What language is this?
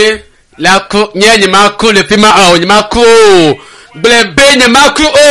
Ewe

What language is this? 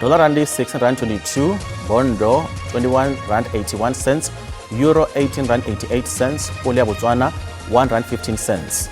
Venda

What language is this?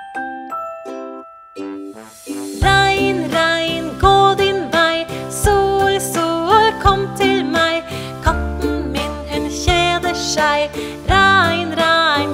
Norwegian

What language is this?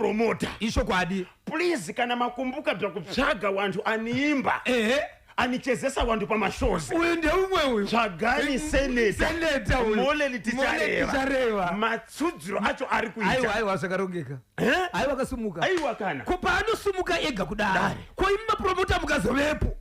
Shona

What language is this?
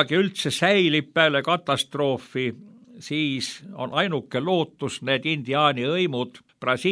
Estonian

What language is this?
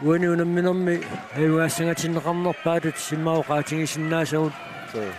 Kalaallisut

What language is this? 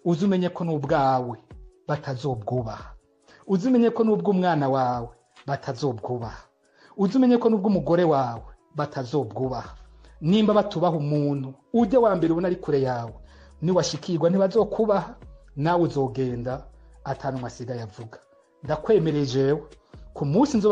Rundi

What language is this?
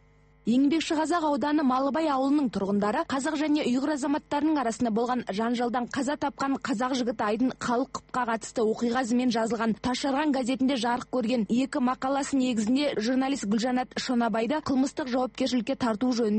Kazakh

